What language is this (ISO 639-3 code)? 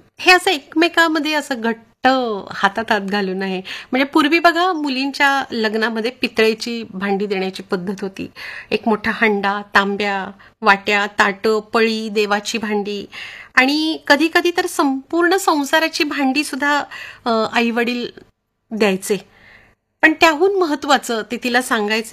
mar